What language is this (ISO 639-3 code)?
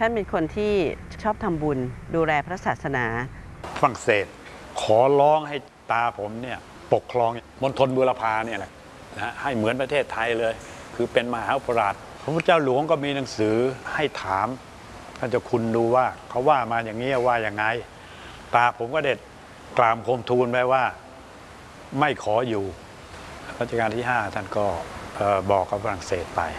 tha